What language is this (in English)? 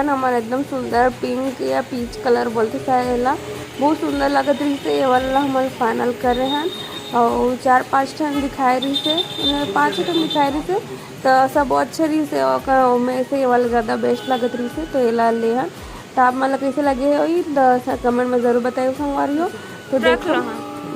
Chhattisgarhi